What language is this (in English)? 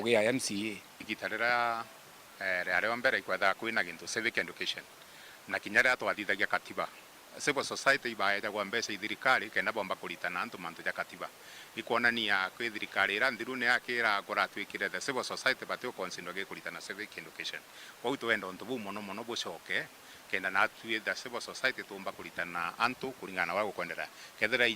Meru